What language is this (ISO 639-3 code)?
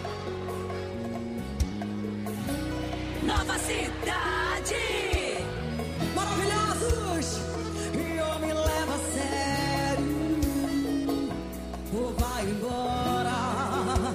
por